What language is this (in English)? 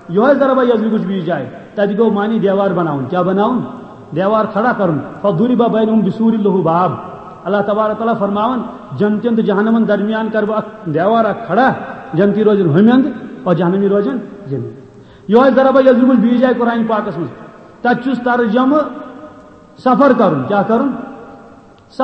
Kashmiri